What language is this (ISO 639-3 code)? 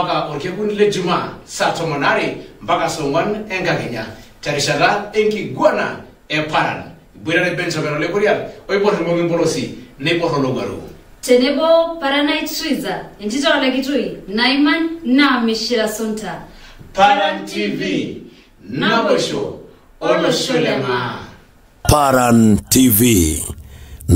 mas